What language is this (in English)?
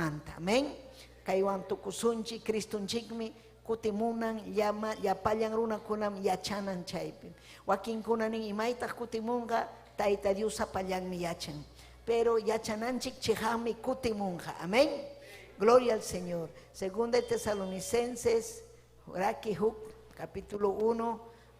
Ayacucho Quechua